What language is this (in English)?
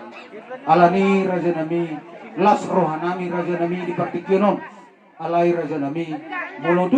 Batak Toba